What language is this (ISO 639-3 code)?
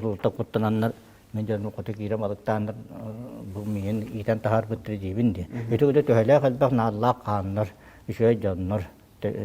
sah